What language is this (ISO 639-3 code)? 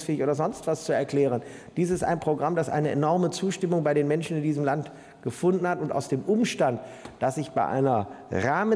deu